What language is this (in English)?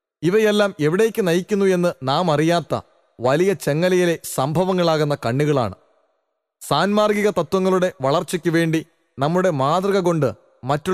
Malayalam